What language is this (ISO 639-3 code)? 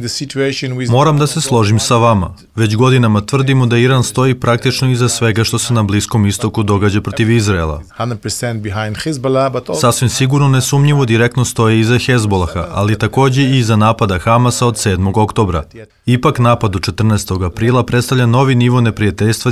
srp